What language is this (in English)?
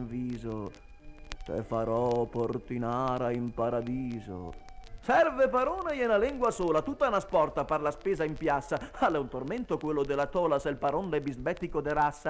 Venetian